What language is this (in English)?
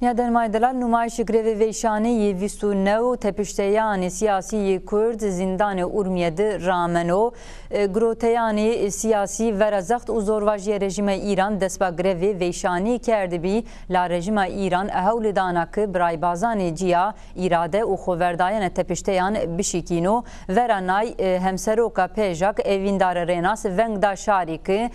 Zaza